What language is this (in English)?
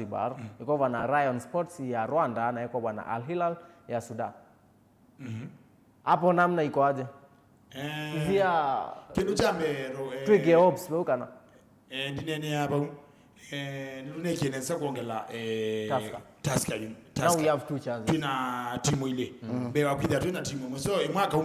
Kamba